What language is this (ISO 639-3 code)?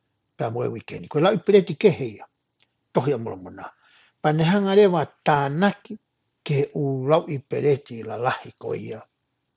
ton